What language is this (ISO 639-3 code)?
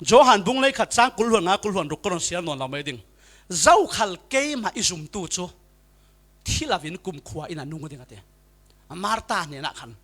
cfm